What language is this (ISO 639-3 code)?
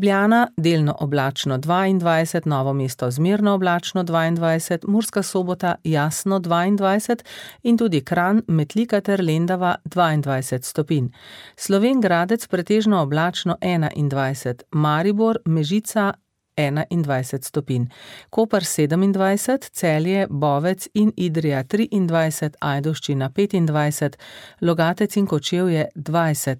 slv